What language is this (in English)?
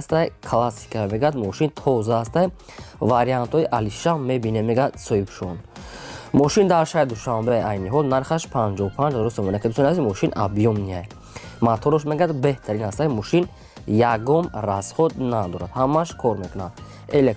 Tajik